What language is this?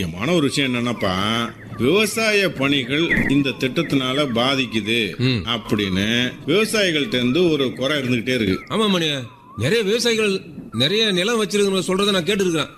Tamil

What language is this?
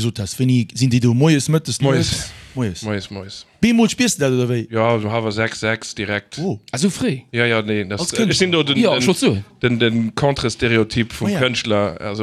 Luxembourgish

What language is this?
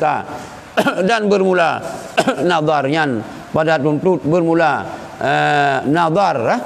Achinese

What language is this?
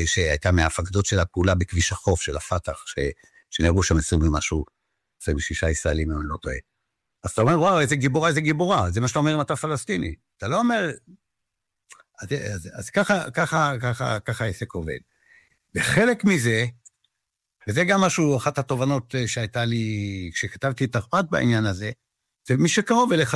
Hebrew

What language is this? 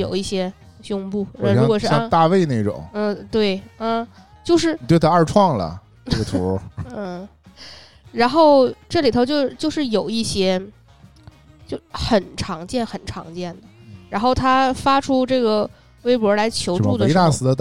Chinese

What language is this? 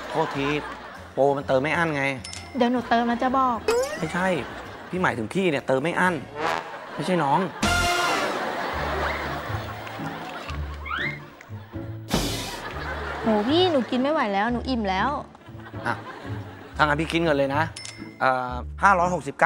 Thai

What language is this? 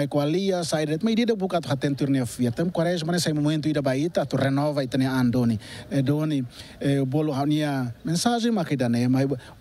Tetum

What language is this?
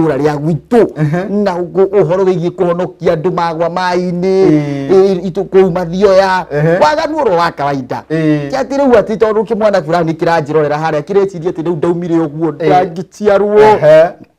Kikuyu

